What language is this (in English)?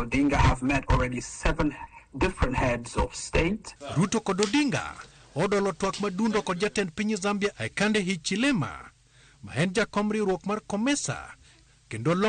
Luo (Kenya and Tanzania)